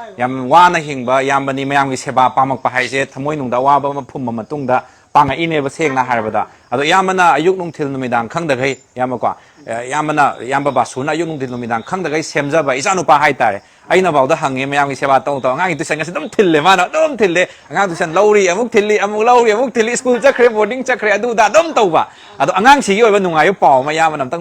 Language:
Manipuri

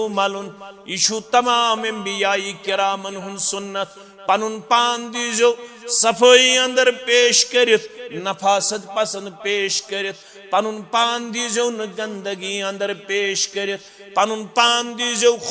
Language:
Kashmiri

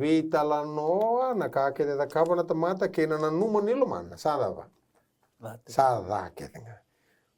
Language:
Fijian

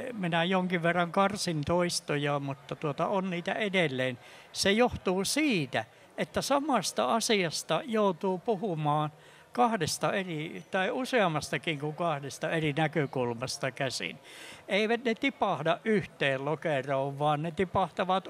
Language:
Finnish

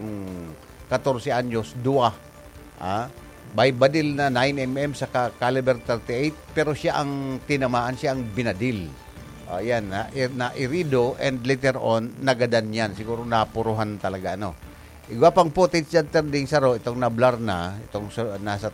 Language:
Bikol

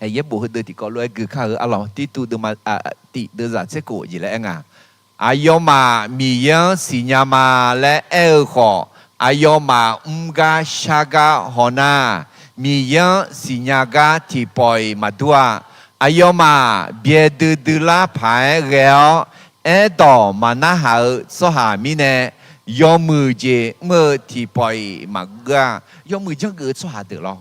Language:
Akha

